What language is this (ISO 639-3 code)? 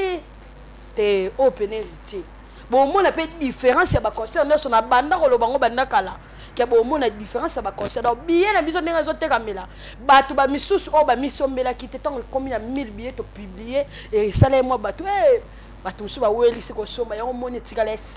lin